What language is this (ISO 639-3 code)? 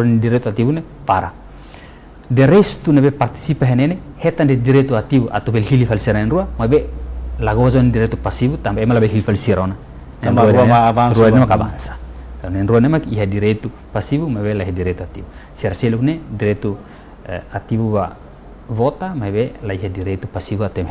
tet